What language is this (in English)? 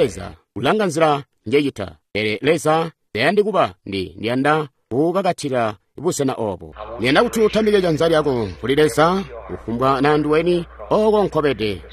Tonga (Zambia)